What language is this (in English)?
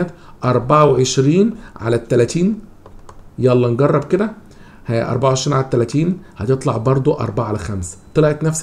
Egyptian Arabic